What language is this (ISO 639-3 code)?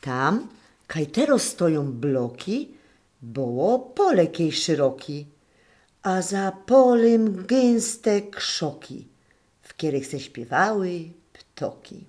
szl